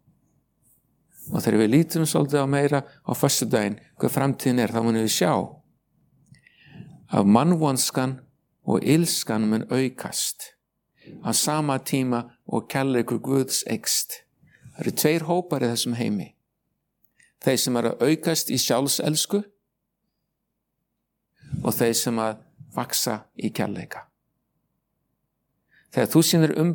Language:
Icelandic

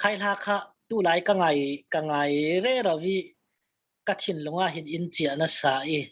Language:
Falam Chin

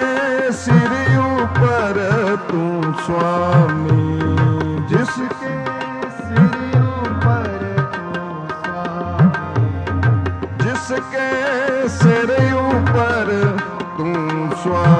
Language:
Punjabi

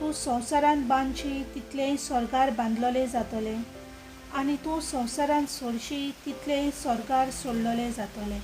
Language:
Konkani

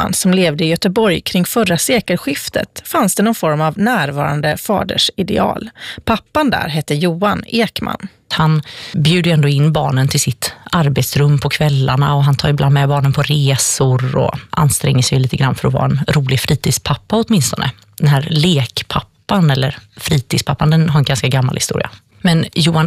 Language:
Swedish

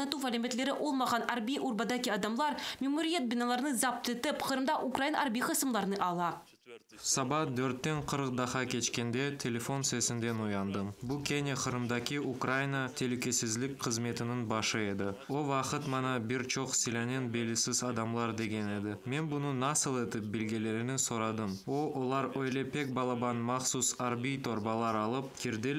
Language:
Crimean Tatar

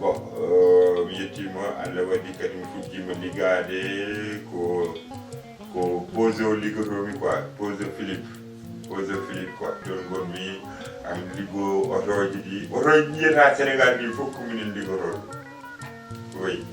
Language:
Fula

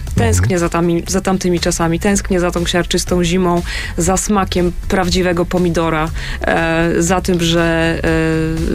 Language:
Polish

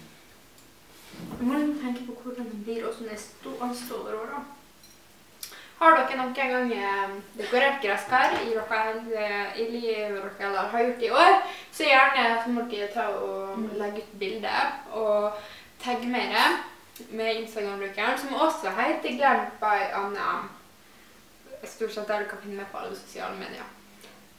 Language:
Norwegian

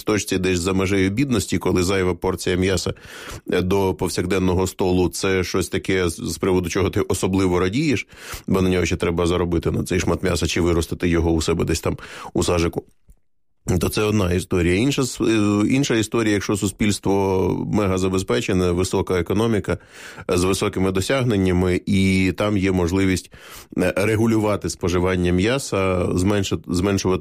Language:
Ukrainian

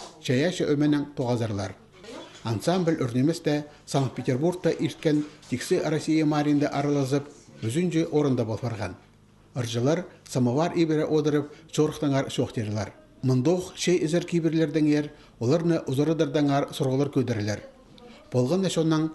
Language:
Khakas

